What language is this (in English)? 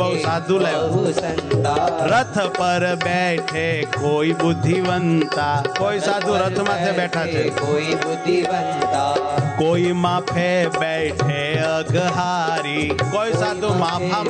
Gujarati